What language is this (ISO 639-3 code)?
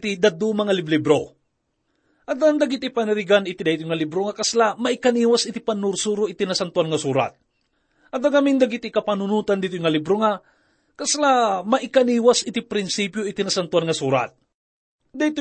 ilo